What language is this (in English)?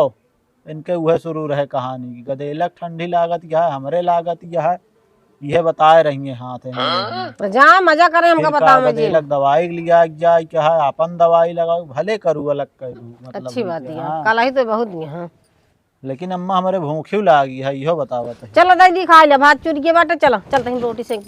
Awadhi